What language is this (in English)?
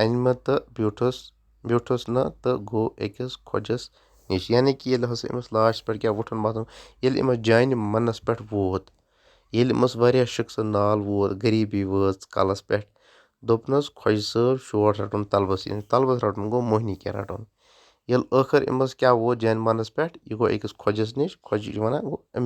Kashmiri